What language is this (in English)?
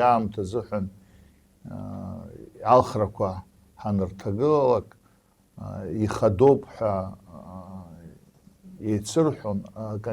Abkhazian